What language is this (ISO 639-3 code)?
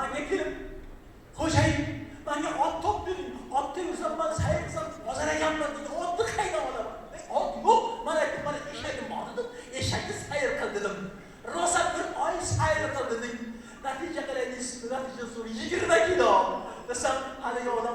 uzb